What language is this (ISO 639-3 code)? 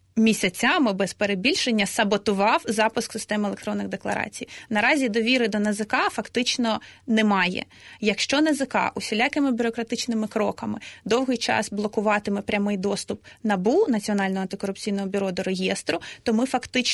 ukr